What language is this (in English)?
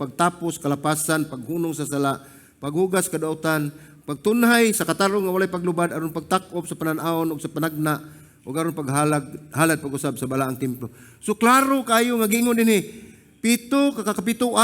Cebuano